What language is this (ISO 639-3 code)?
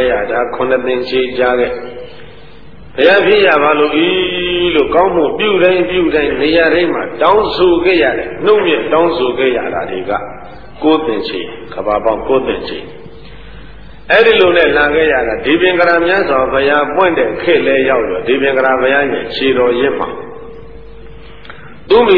mya